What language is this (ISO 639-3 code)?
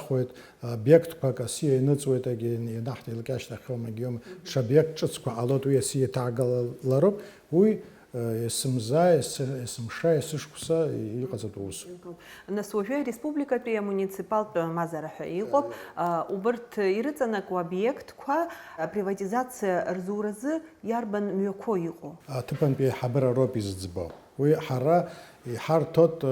abk